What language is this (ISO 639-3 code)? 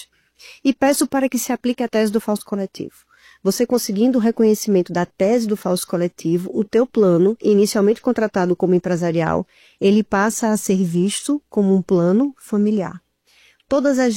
por